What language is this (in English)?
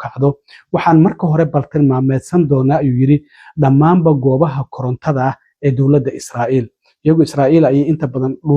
Somali